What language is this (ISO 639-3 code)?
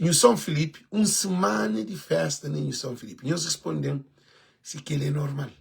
kea